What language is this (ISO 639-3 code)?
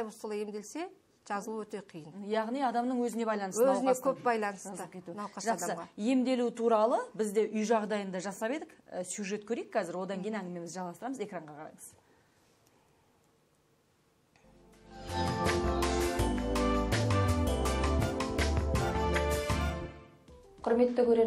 kaz